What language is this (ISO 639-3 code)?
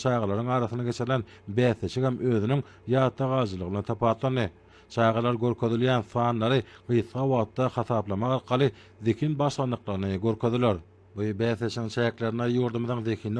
tuk